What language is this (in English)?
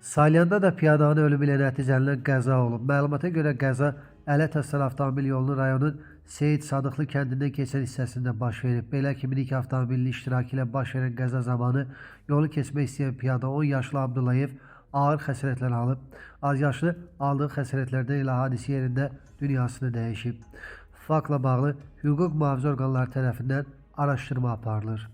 Azerbaijani